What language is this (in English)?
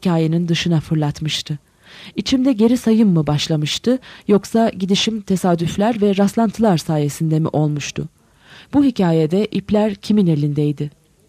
Turkish